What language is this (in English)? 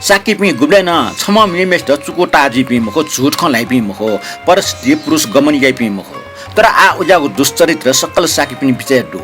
Newari